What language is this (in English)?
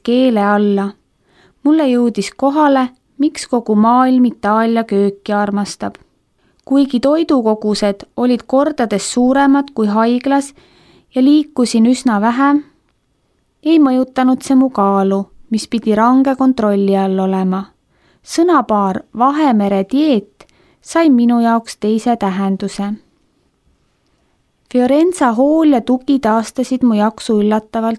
Estonian